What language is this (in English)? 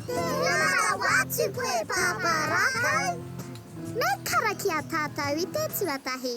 Māori